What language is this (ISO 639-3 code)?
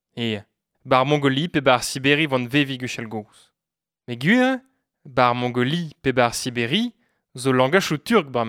bre